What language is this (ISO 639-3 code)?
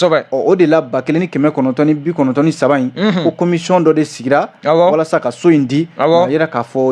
bam